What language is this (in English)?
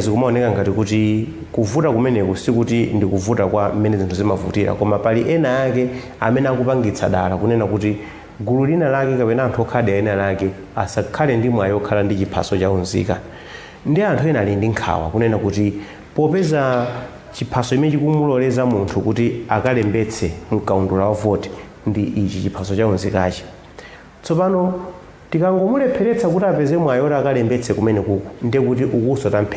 Nyanja